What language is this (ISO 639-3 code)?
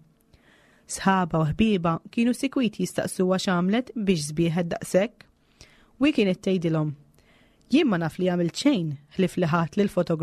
mlt